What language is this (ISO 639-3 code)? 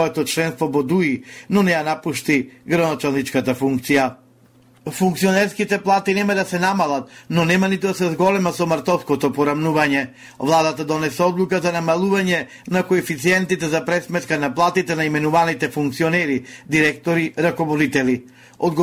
mkd